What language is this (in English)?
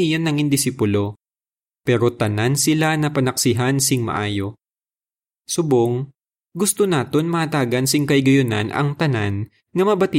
Hiligaynon